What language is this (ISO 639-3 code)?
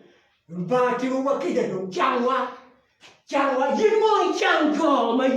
ach